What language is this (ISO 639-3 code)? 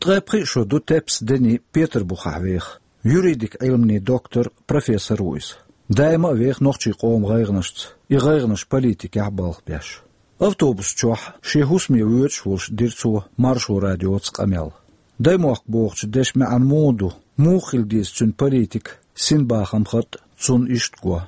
che